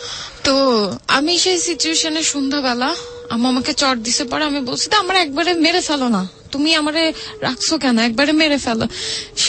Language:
Bangla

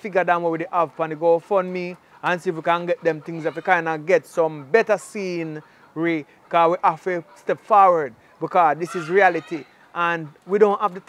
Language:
Jamaican Creole English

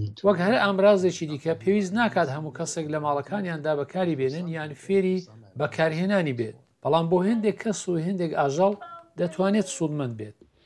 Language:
Central Kurdish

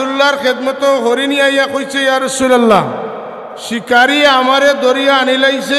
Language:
Sylheti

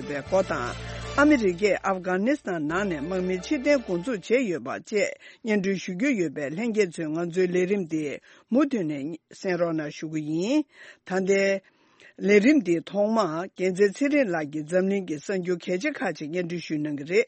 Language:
Tibetan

